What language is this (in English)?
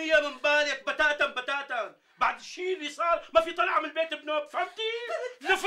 North Levantine Arabic